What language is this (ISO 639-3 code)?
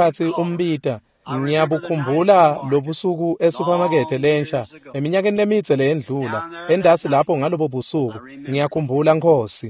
ssw